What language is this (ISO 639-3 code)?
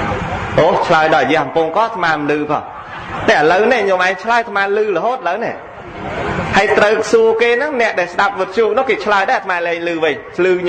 khm